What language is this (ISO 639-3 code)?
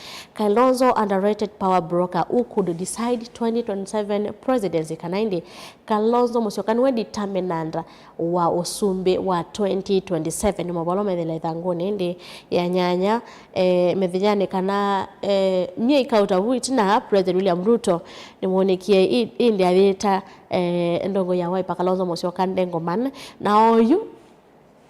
kam